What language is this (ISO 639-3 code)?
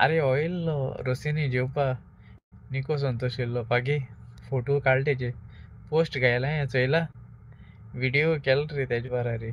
kok